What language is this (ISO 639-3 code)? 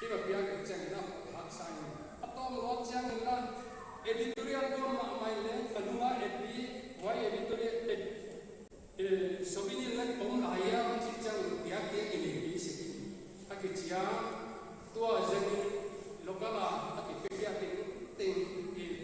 pck